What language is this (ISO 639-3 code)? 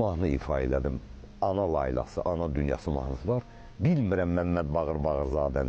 aze